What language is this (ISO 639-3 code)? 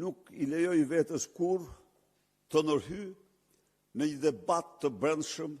sqi